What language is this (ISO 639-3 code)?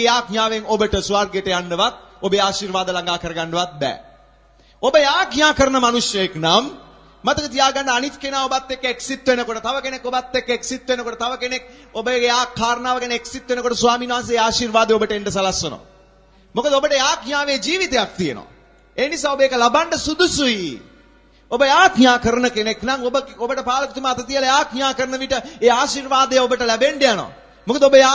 sin